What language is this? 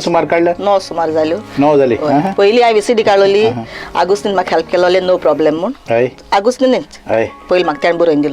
Konkani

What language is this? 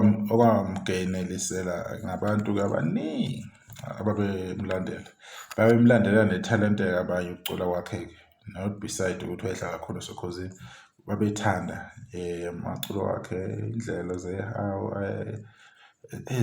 Zulu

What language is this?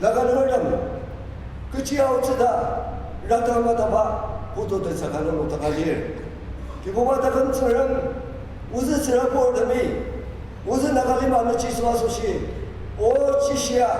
Ao Naga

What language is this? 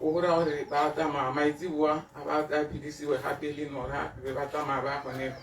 Tswana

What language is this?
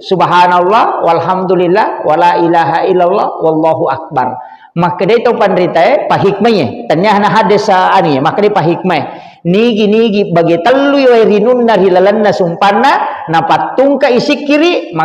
Buginese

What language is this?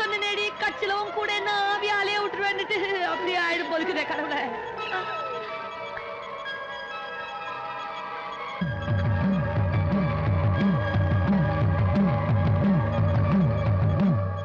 Tamil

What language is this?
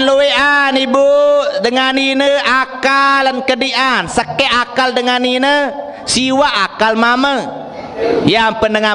Sasak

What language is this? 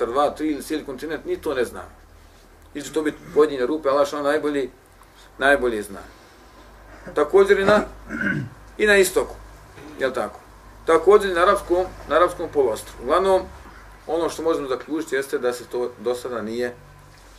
Bosnian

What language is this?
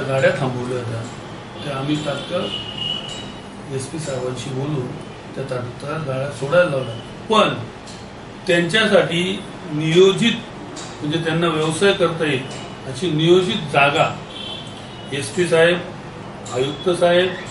Marathi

